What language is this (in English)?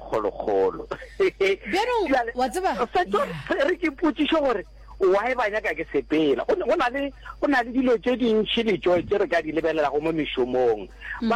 Northern Sotho